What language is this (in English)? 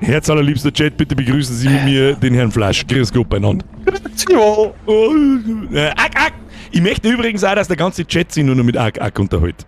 Bavarian